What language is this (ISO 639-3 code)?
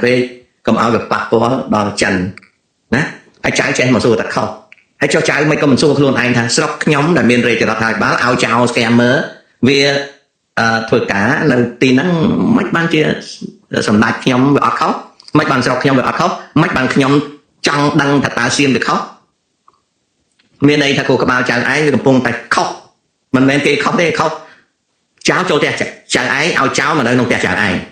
khm